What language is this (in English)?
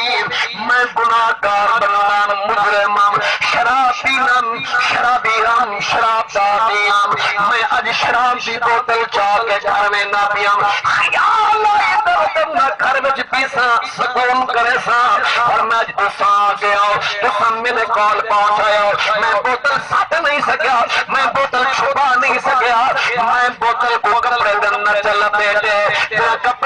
Saraiki